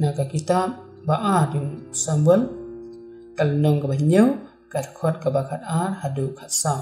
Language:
Khasi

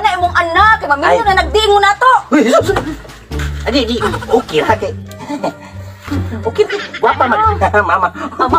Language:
Cebuano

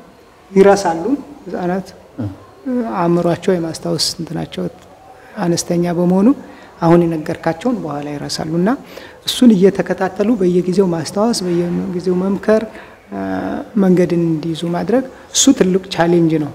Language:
Amharic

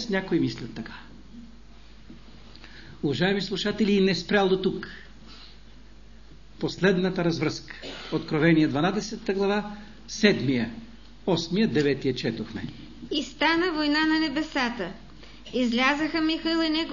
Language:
Bulgarian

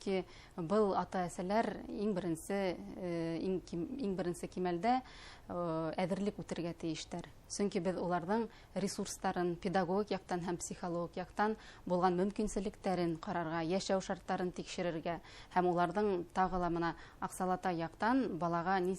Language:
Bashkir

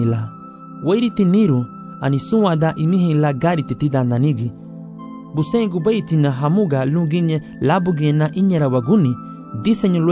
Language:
Garifuna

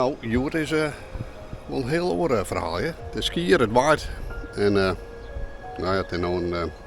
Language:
Western Frisian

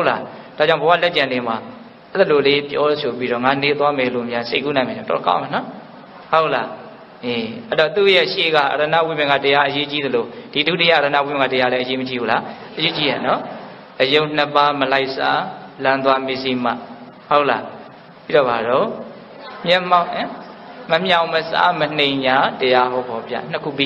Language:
Burmese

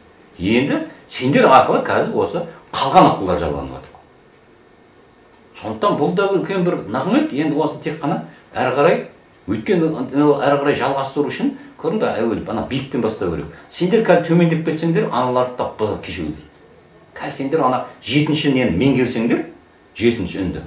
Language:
Kazakh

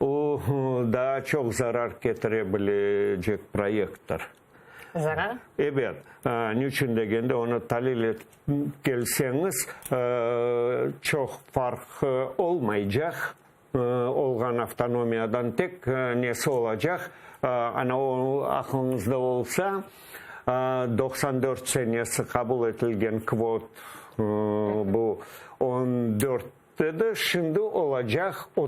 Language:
Crimean Tatar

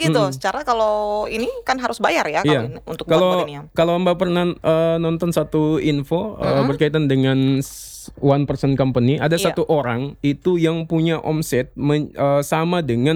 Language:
Indonesian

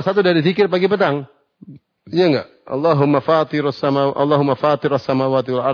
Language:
Indonesian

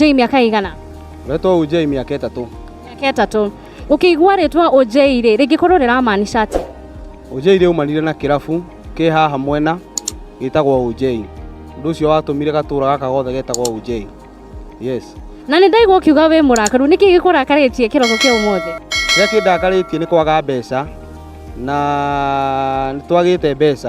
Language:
Kikuyu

